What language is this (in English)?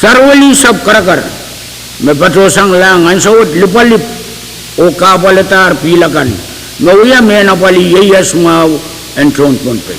Pohnpeian